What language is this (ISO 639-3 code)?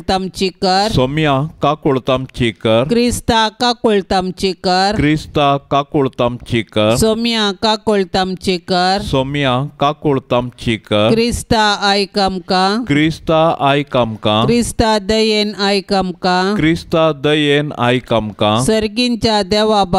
kok